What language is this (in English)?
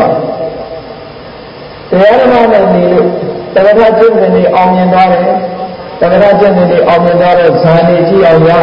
Burmese